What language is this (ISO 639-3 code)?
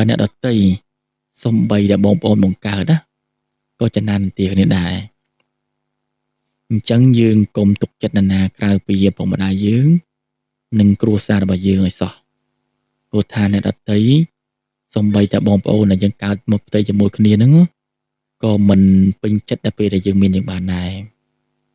khm